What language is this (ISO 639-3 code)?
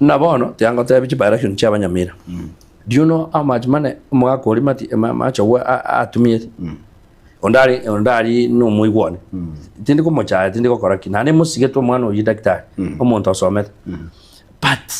guz